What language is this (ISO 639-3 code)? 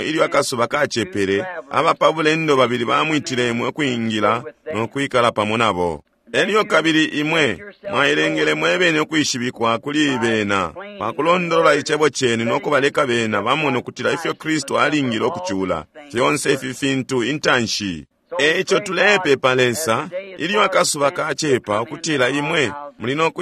bem